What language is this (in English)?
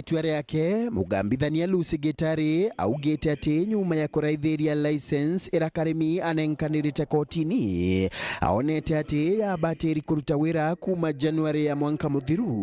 Meru